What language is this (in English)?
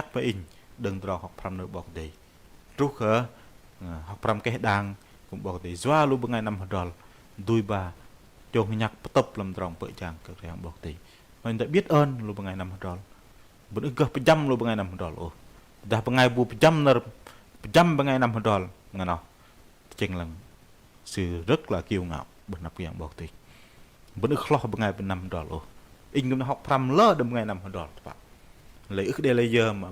Bahnar